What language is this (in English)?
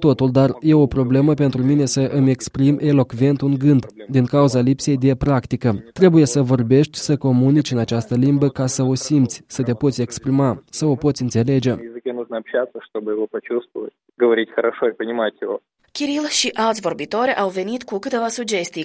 Romanian